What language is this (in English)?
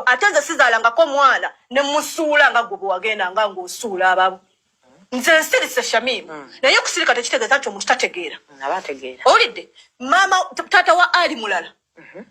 Ganda